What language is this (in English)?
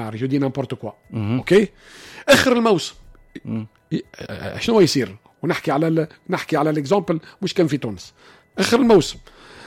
Tunisian Arabic